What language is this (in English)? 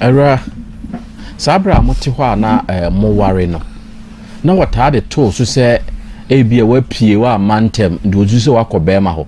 Akan